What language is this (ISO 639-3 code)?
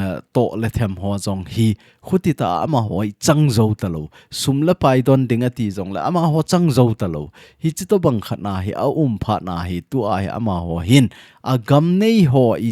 tcz